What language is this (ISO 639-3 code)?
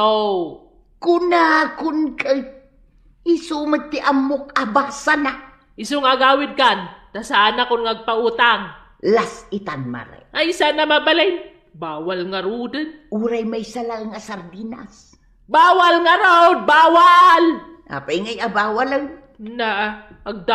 ilo